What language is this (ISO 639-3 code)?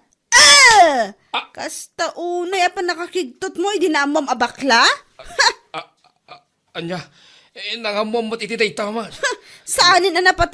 ilo